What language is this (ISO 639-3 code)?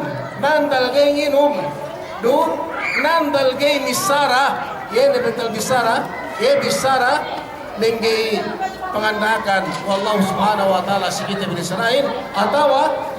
yka